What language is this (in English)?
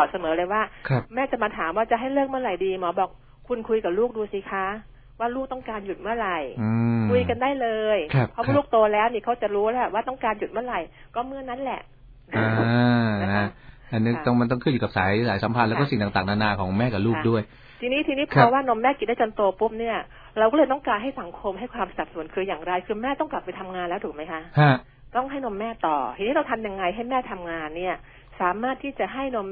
Thai